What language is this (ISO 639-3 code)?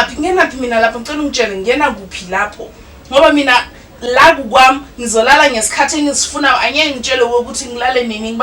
zul